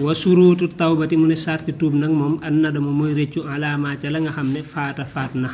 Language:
Wolof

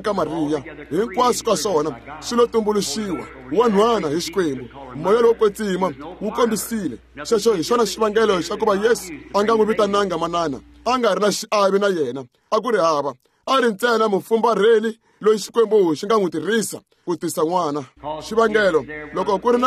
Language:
Tsonga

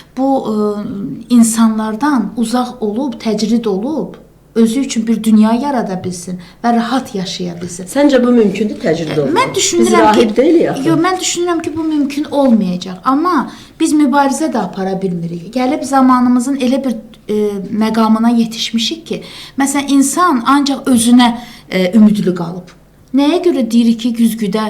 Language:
Azerbaijani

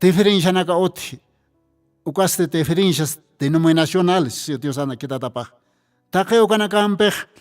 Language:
Aymara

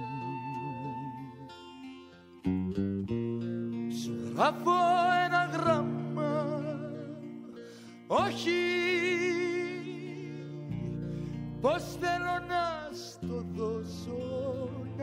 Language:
Greek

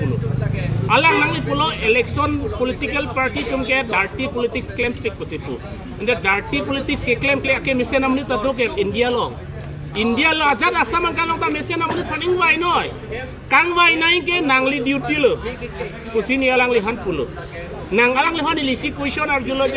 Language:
Karbi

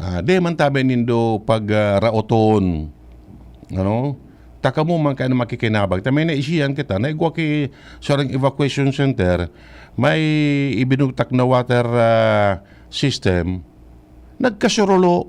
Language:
Bikol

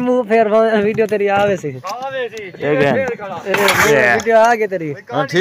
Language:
Saraiki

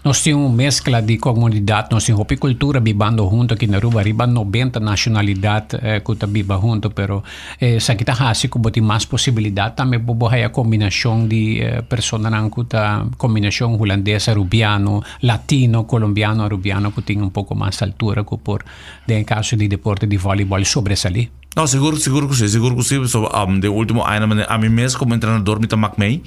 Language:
Papiamento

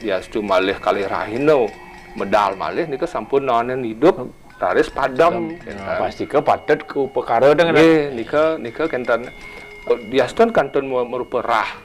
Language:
Balinese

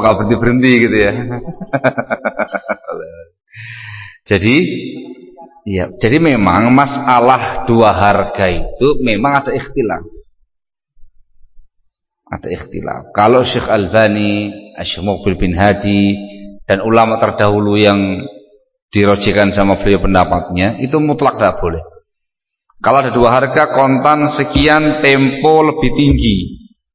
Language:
Indonesian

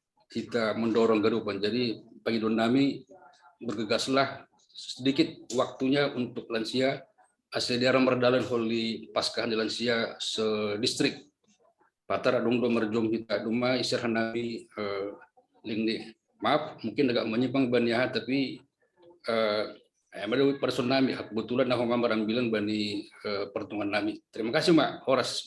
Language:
Batak Simalungun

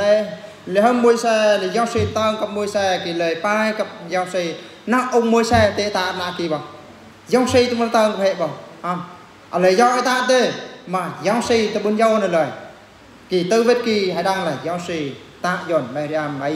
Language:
Eastern Bru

